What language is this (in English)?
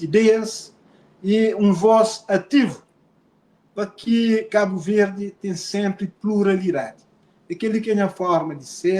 Kabuverdianu